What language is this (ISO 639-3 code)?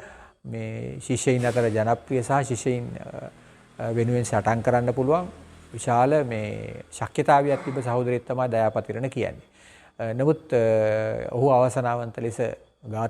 sin